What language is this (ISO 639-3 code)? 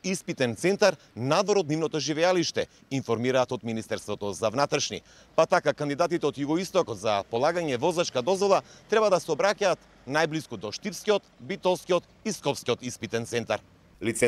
mkd